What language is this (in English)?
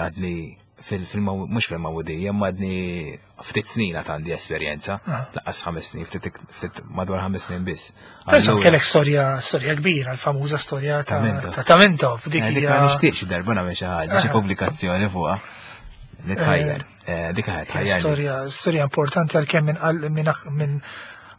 Maltese